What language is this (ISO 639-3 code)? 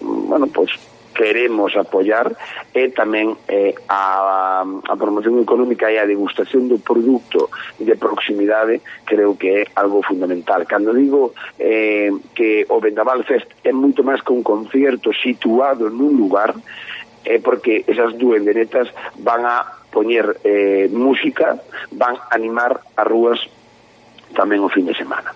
glg